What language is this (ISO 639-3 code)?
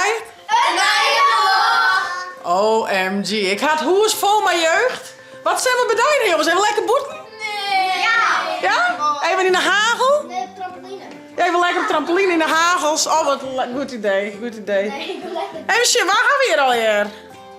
fry